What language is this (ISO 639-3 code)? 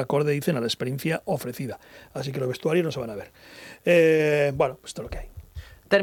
spa